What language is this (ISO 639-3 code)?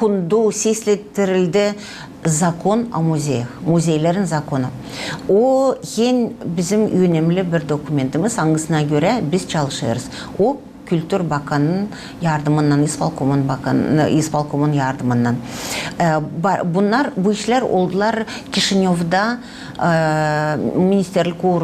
gag